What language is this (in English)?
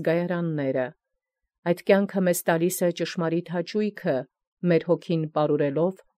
Armenian